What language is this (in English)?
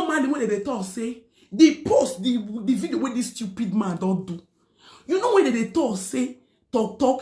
Nigerian Pidgin